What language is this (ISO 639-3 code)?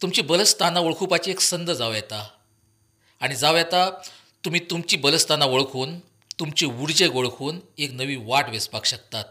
kok